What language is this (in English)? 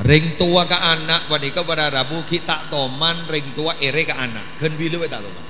Madurese